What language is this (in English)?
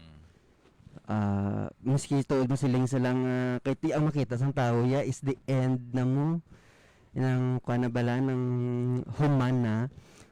Hiligaynon